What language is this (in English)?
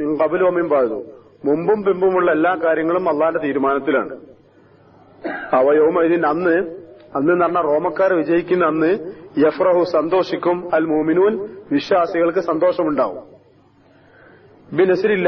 Malayalam